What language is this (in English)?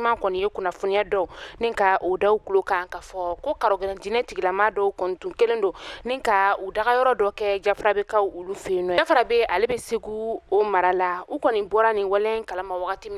Bambara